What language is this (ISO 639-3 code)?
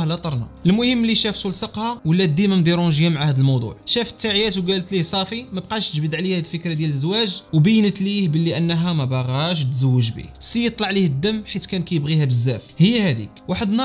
ary